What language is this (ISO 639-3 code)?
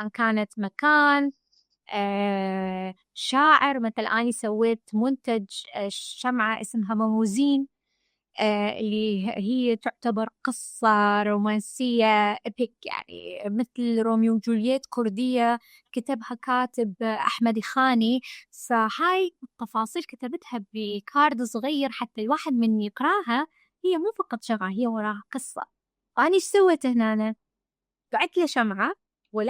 acm